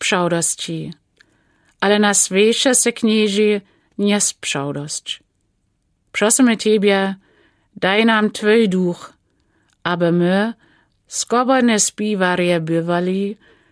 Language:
Lower Sorbian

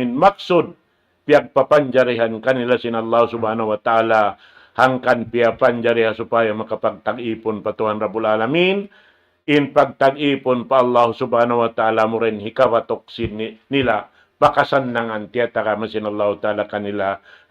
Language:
Tausug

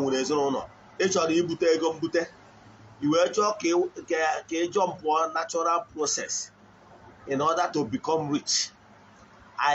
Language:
Igbo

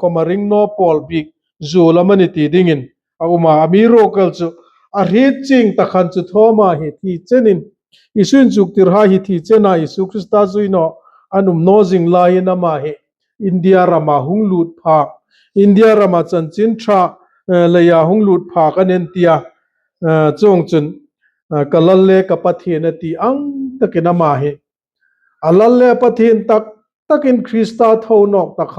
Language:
Hmar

